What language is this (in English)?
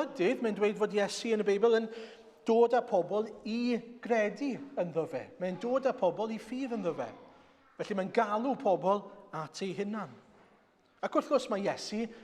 Welsh